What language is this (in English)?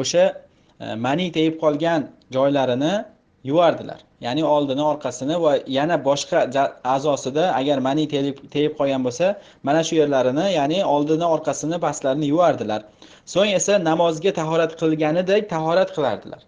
Uzbek